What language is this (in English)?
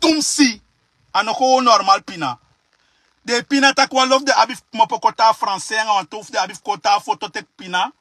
Sranan Tongo